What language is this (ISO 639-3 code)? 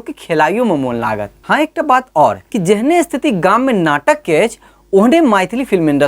mai